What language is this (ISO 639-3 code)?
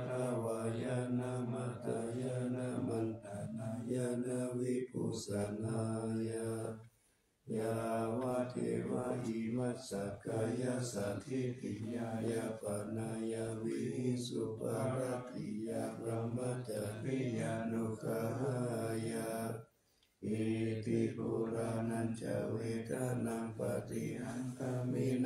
pli